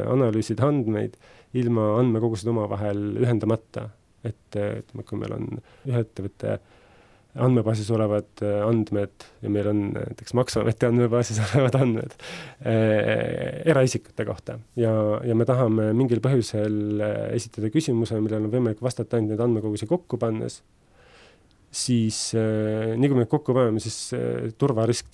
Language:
Estonian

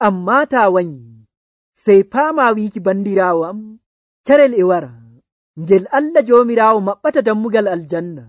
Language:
Nigerian Fulfulde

